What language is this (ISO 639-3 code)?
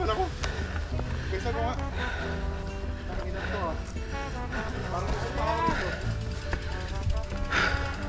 fil